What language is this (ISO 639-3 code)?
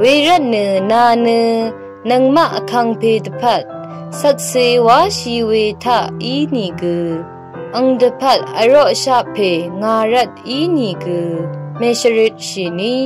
raw